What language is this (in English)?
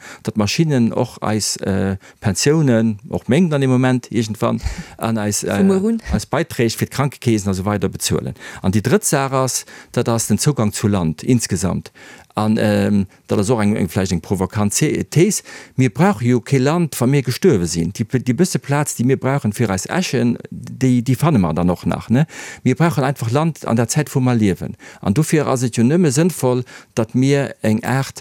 Luxembourgish